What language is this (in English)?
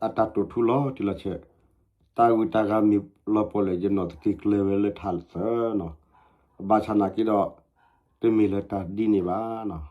S'gaw Karen